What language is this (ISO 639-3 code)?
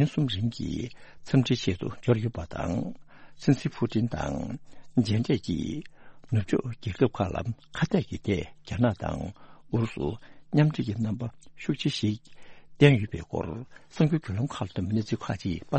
bod